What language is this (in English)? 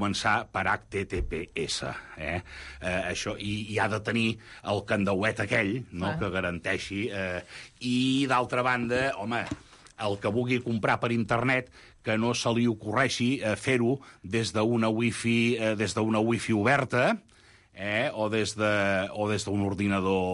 Catalan